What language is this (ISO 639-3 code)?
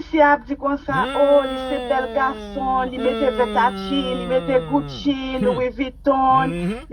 hat